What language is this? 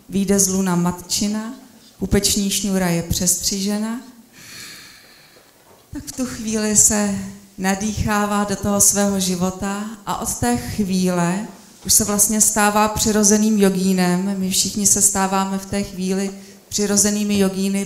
Czech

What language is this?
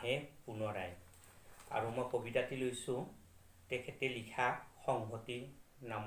Assamese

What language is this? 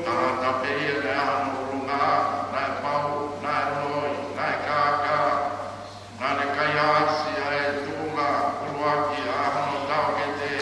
Tongan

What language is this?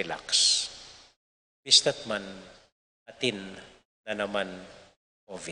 Pampanga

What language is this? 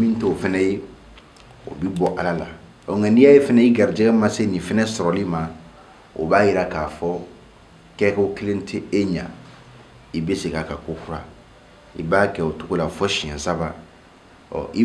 Bambara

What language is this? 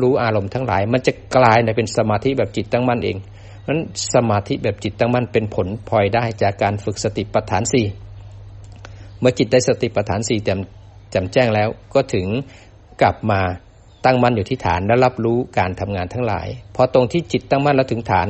Thai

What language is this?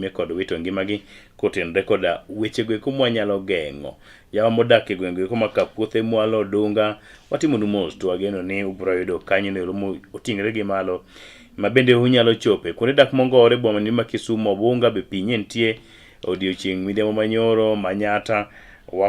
Luo (Kenya and Tanzania)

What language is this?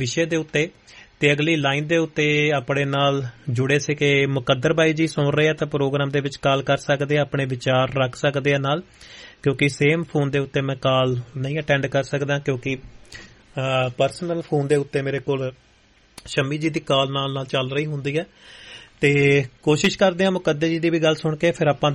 Punjabi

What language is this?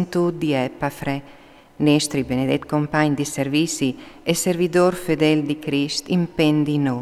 Friulian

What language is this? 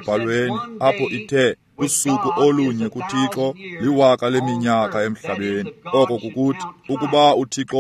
Xhosa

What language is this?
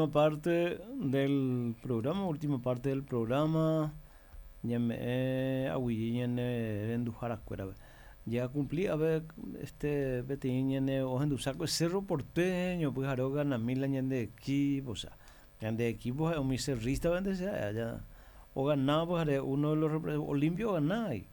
Guarani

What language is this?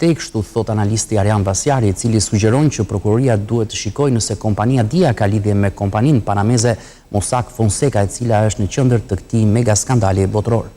Albanian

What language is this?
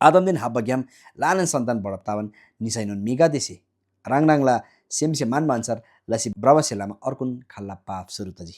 Eastern Tamang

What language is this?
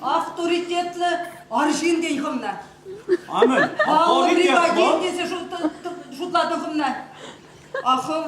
Chuvash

